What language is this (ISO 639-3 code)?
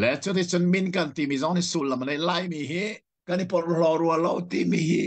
cnh